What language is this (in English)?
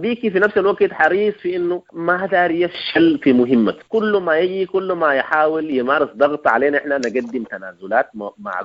Sudanese Arabic